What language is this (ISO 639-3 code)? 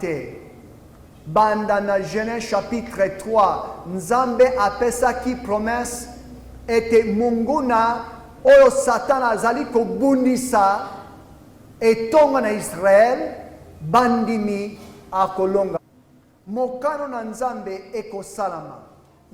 lin